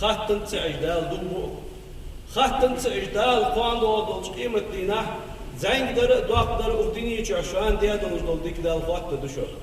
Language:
Ingush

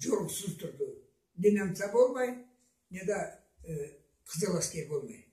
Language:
Karachay-Balkar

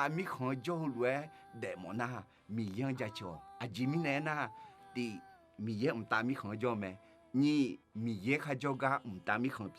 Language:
Akha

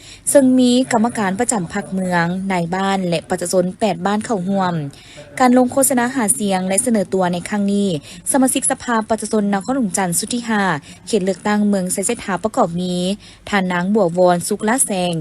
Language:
Lao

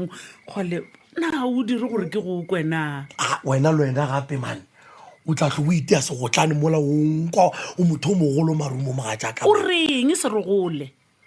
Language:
Northern Sotho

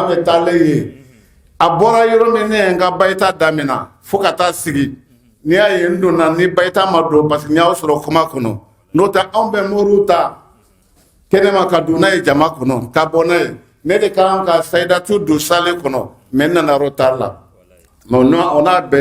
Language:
Bambara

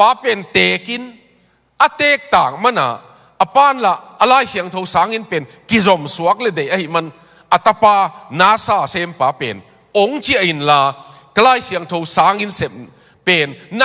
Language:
Tedim Chin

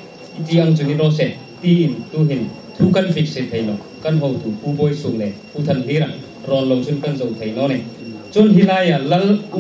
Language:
Hmar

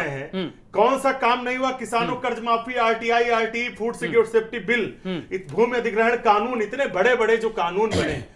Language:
Hindi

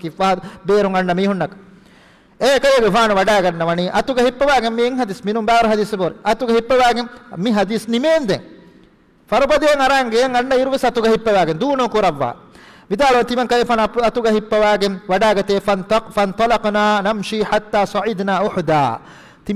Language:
Divehi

